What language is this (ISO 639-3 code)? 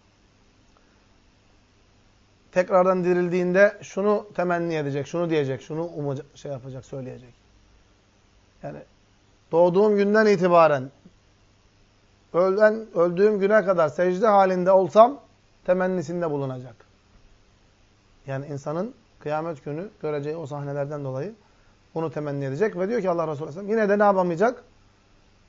tur